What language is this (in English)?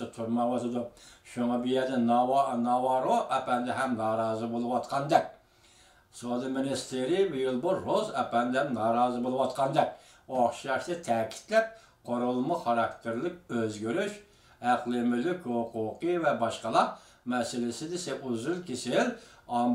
Uyghur